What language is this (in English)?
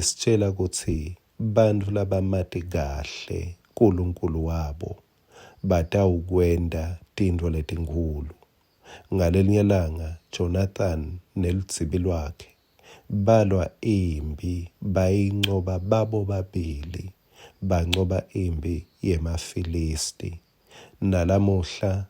Swati